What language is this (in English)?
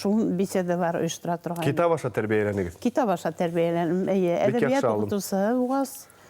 Bashkir